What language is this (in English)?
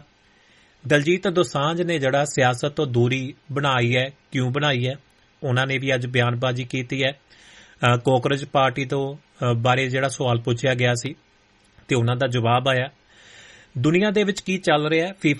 Punjabi